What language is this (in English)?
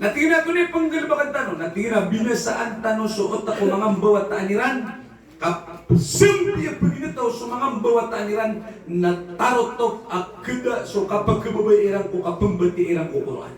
Maranao